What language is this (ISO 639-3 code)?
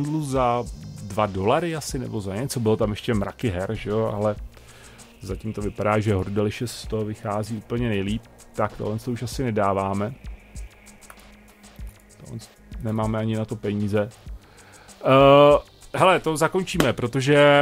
ces